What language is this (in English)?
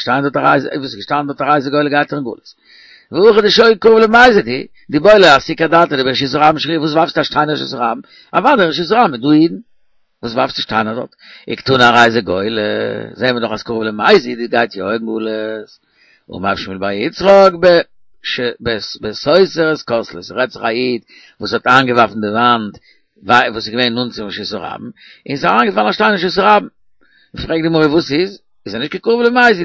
Yiddish